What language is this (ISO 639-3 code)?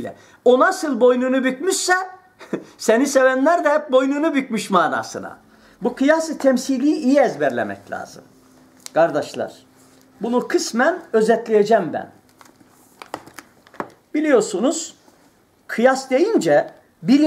tur